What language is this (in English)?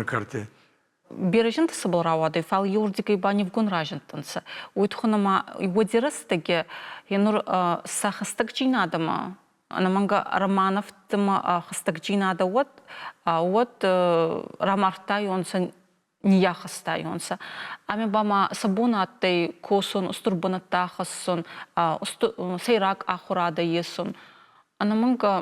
Ossetic